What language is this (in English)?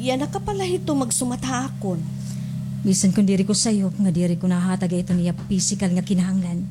Waray